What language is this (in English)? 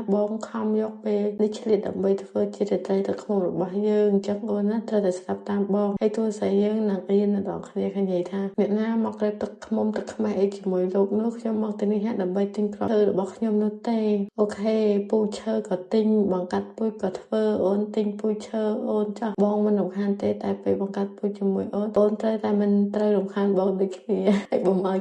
Khmer